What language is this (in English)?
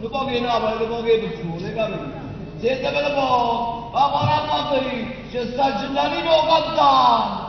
Neapolitan